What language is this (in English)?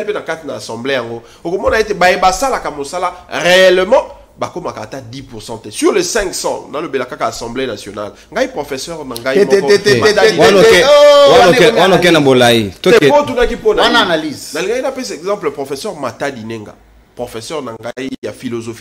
Lingala